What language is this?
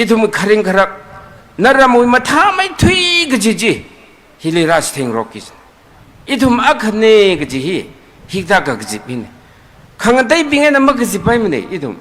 Manipuri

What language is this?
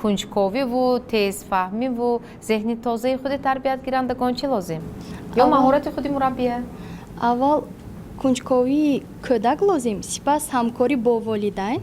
Tajik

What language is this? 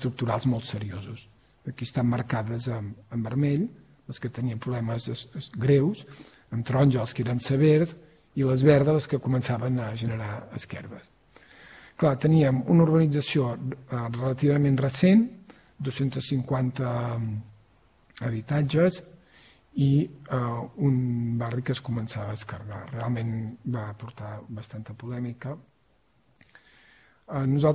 Catalan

